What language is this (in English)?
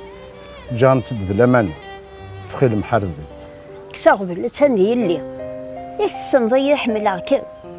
Kabyle